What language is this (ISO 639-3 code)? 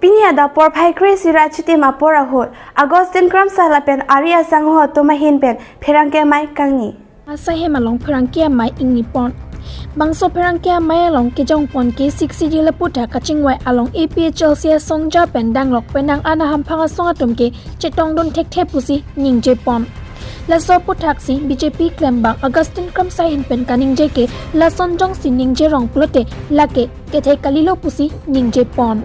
mjw